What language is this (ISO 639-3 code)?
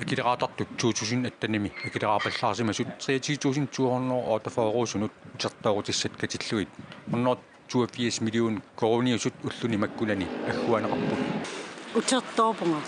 kal